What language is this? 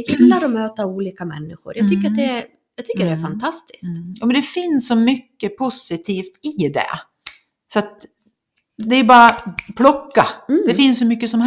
Swedish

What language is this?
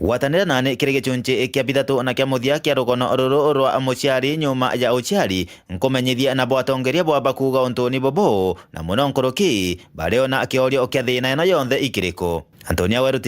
Meru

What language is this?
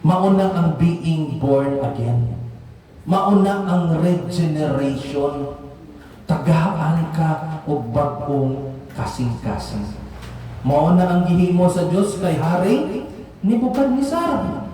Cebuano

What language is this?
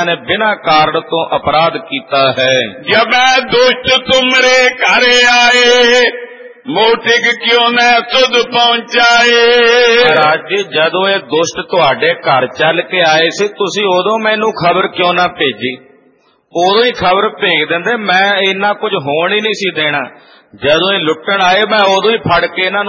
Punjabi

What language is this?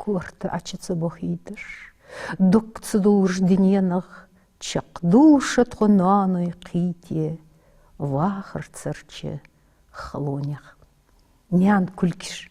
Ingush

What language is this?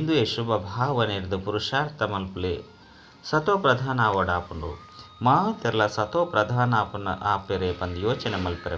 Tulu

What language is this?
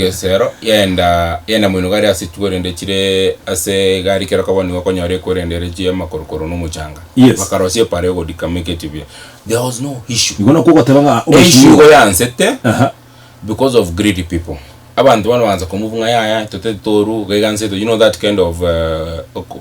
Gusii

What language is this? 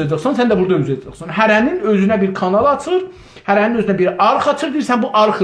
South Azerbaijani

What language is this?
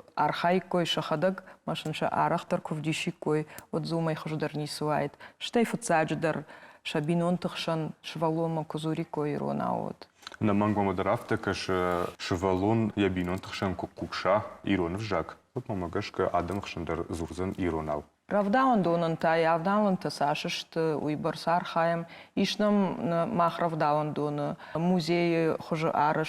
Ossetic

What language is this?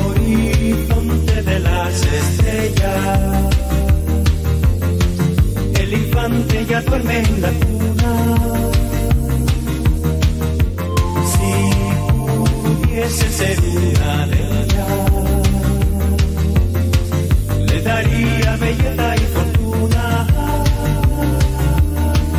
Spanish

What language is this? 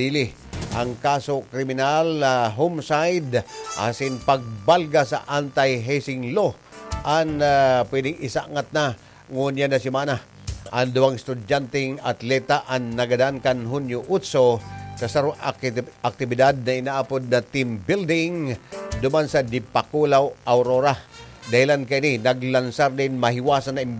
Bikol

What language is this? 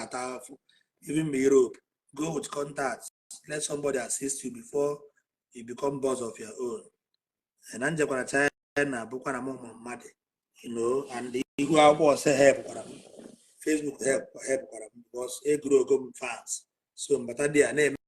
Igbo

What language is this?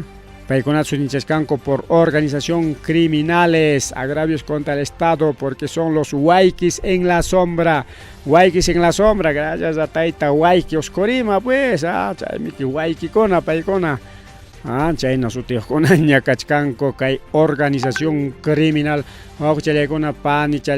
Ayacucho Quechua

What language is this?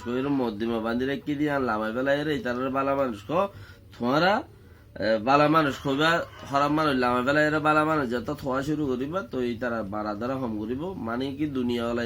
Rohingya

